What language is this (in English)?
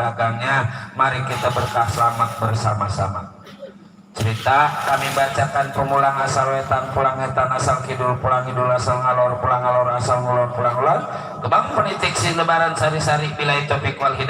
Betawi